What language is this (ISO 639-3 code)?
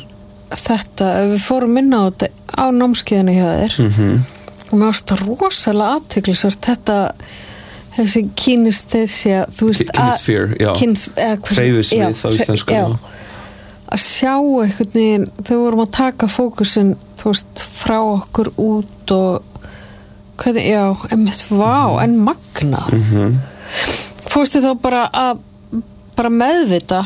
isl